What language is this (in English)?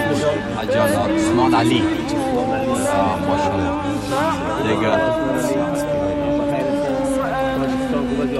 Persian